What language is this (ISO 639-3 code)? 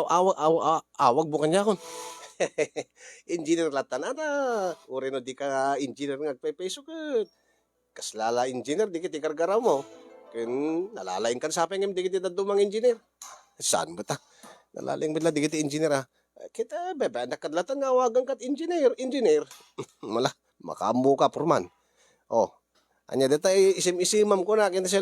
ilo